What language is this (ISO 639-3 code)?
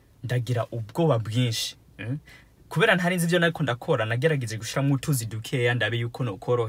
run